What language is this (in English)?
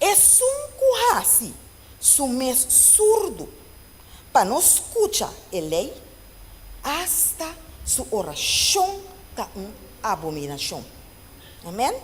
Papiamento